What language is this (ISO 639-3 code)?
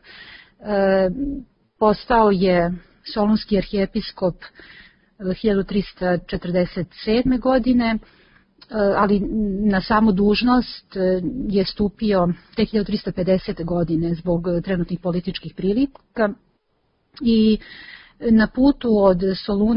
srp